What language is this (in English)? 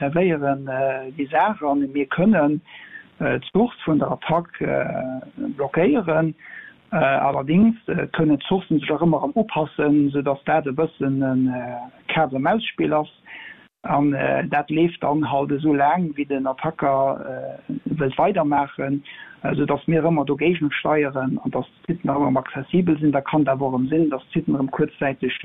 Luxembourgish